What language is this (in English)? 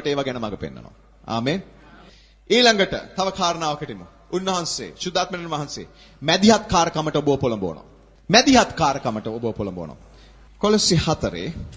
Sinhala